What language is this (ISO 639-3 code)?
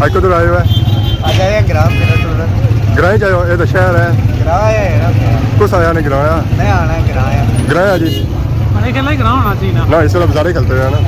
phr